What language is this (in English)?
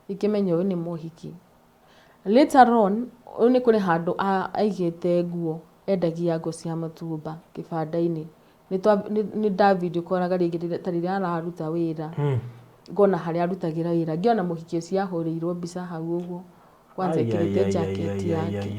Kikuyu